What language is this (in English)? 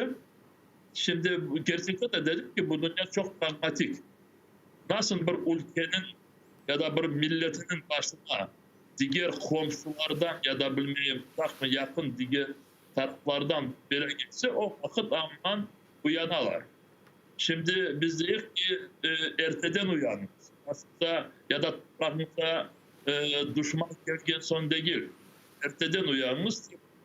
Crimean Tatar